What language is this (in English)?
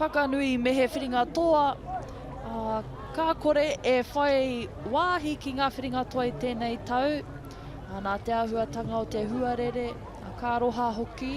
Māori